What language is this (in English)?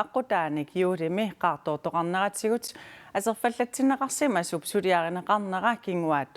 Kalaallisut